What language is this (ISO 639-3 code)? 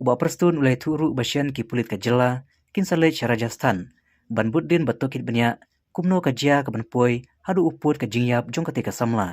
kha